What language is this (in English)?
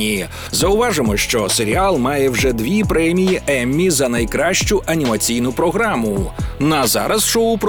Ukrainian